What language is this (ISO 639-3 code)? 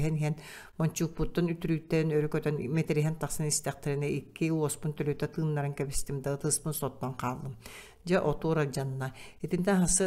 sah